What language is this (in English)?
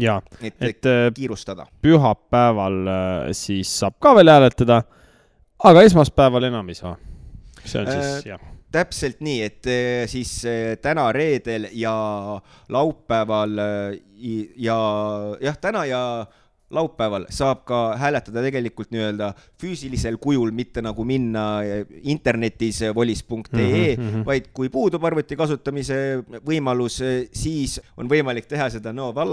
Estonian